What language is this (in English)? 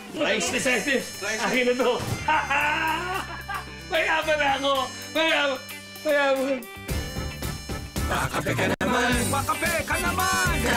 Filipino